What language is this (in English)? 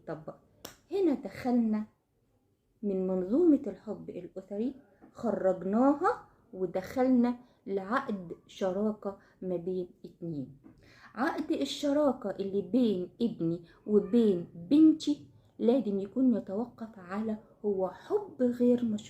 Egyptian Arabic